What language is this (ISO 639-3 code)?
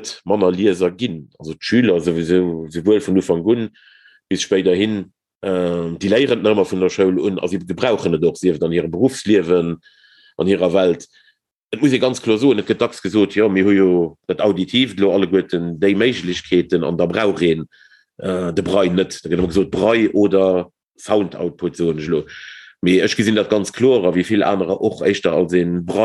ltz